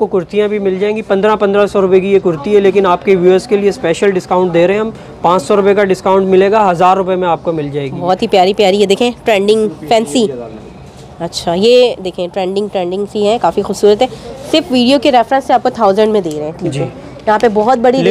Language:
Hindi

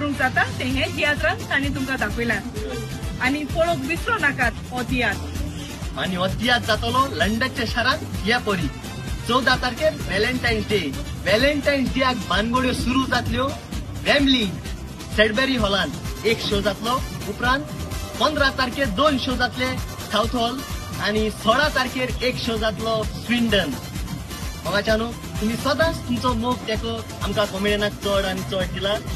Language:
Konkani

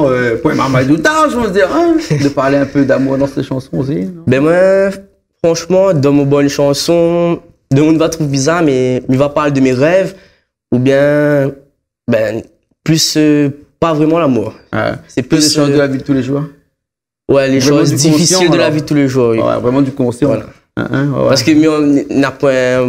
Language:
Réunion Creole French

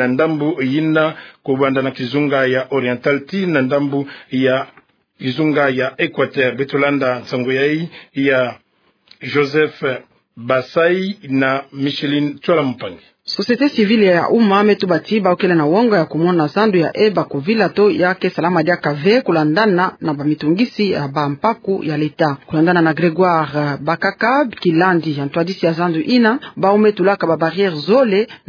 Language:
Kituba (Democratic Republic of Congo)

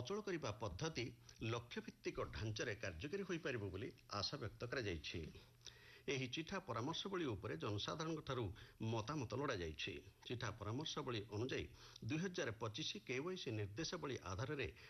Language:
Odia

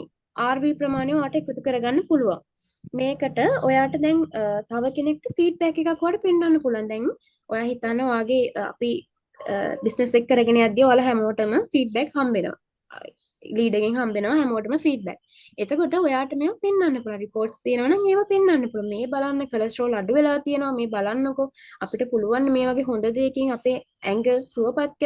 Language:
Sinhala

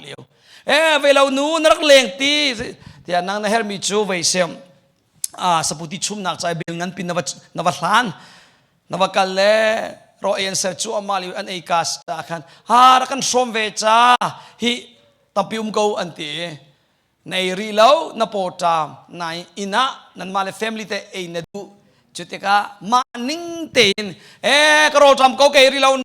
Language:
Hakha Chin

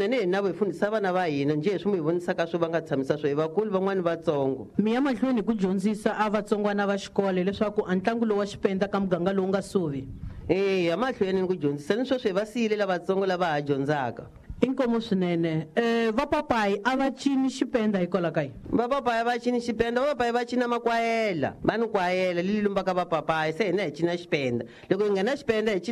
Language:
Tsonga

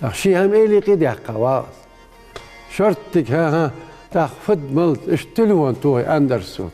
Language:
Ingush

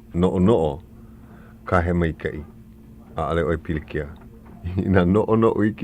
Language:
Hawaiian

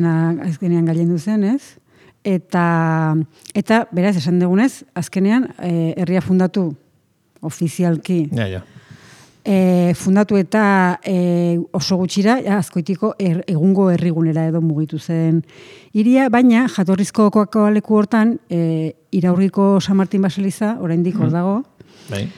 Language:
Basque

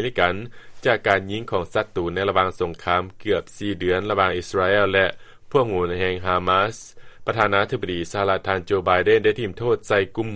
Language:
Lao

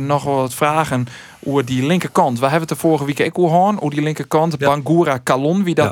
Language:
Western Frisian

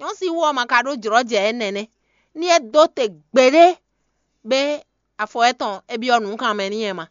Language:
Fon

